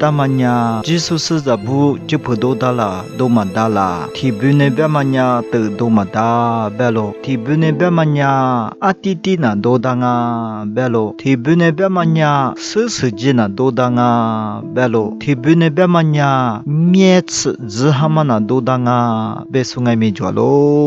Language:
Lisu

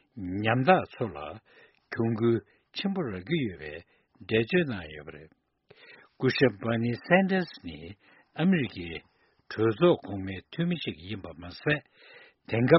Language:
Tibetan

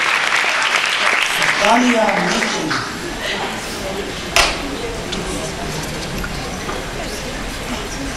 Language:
Serbian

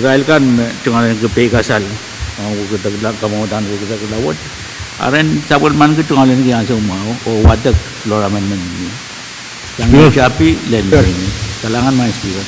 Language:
Pohnpeian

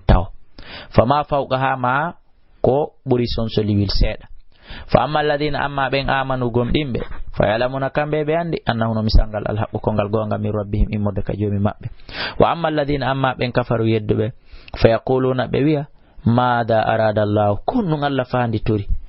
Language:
Fula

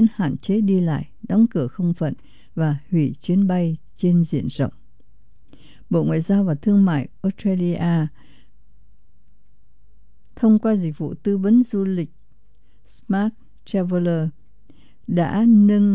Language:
Vietnamese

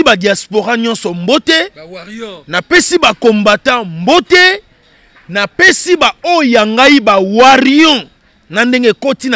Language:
Lingala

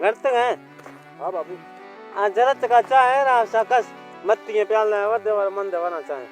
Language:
Baluchi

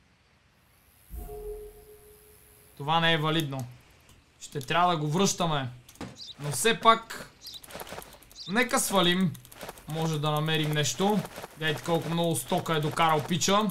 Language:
Bulgarian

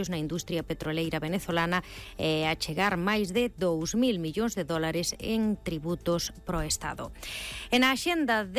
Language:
Galician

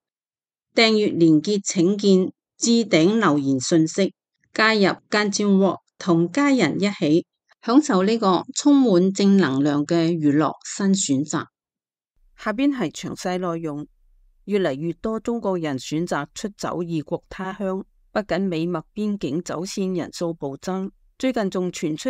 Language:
Cantonese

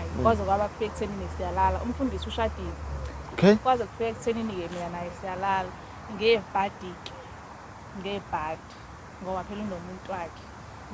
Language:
Zulu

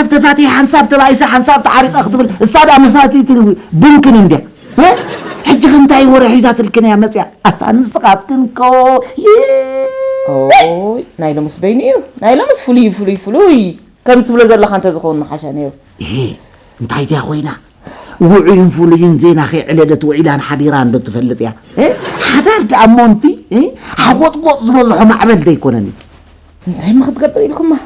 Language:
Tigrinya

